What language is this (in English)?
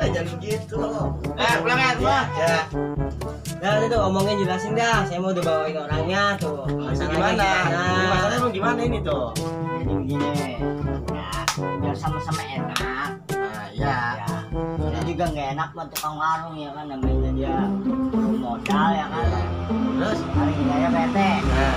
Betawi